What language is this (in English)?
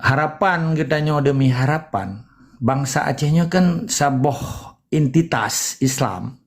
Achinese